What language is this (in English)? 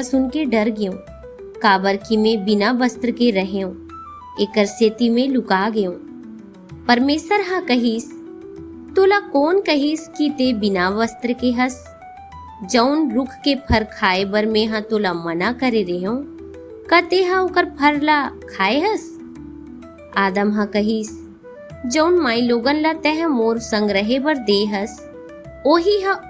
Chhattisgarhi